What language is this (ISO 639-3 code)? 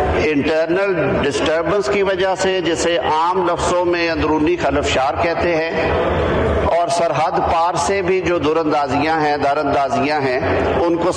urd